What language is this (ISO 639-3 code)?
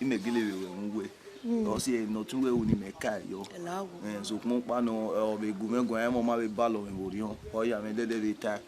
bin